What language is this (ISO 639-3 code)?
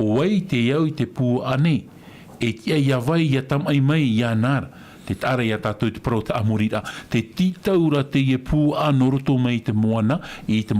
tah